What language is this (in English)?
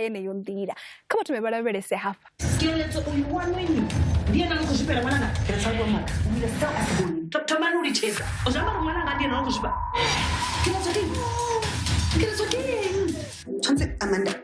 Venda